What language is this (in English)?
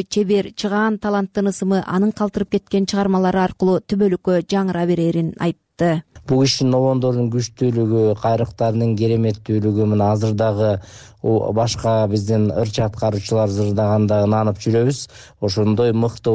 Kyrgyz